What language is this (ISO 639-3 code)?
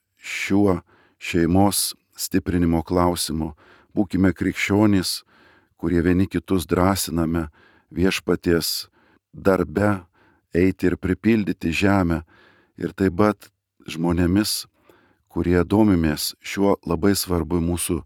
lit